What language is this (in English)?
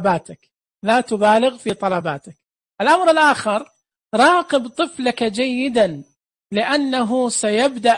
Najdi Arabic